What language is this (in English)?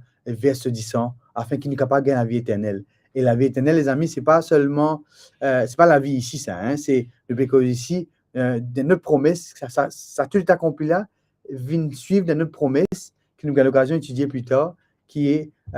Morisyen